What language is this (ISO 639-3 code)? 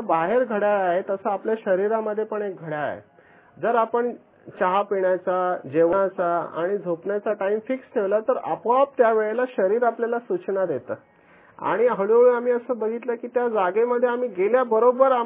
mar